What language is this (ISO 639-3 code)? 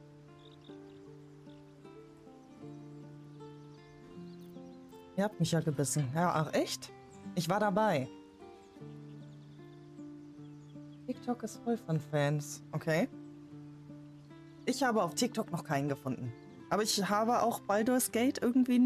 deu